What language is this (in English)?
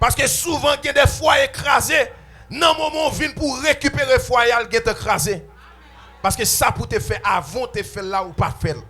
Haitian Creole